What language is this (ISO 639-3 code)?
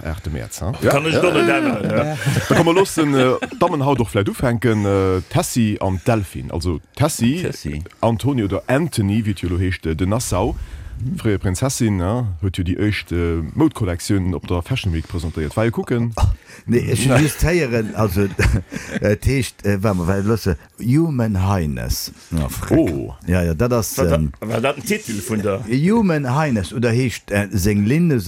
ltz